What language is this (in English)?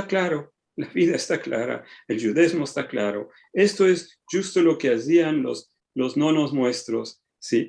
Ladino